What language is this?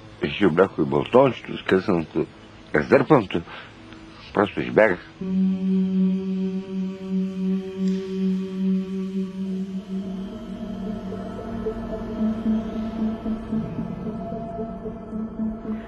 Bulgarian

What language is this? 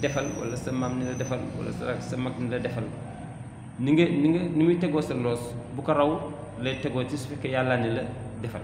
Wolof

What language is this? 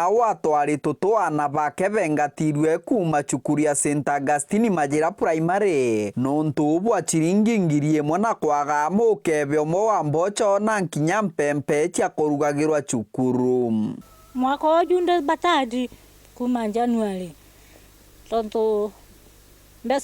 Meru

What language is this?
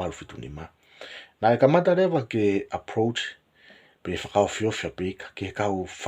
Tongan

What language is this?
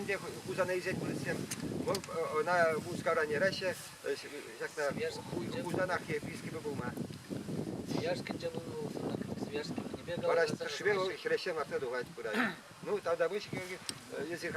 Chuvash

